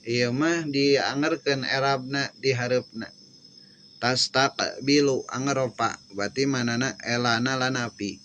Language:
Sundanese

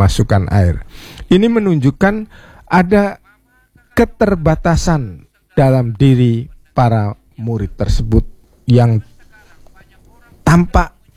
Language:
Indonesian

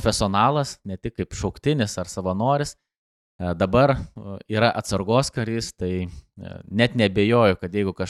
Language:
Lithuanian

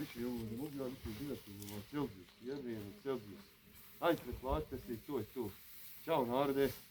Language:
Bosnian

